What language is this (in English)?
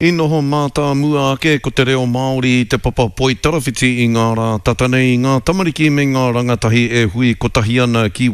Māori